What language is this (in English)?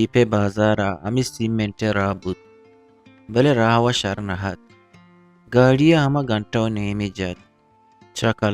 Eastern Balochi